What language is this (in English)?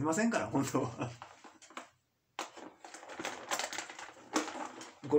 Japanese